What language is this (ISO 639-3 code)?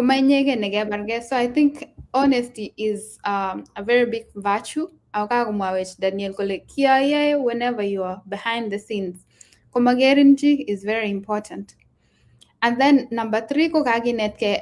kln